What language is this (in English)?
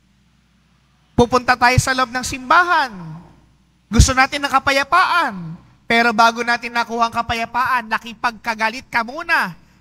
Filipino